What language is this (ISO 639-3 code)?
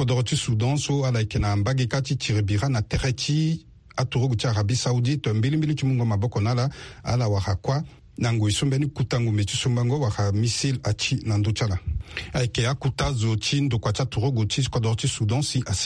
sag